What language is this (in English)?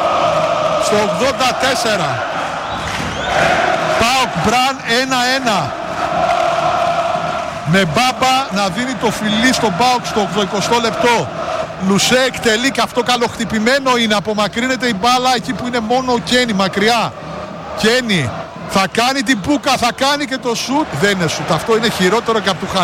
Greek